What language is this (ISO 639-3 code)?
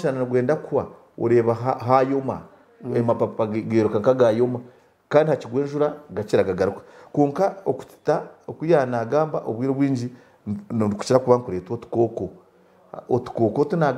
nyn